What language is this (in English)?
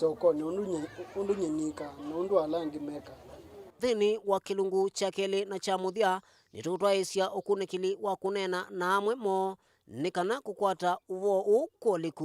Kamba